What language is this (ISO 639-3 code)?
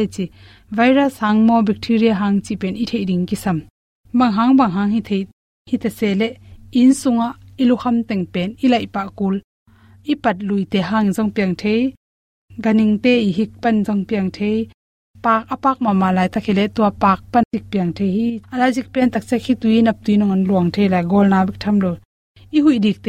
ctd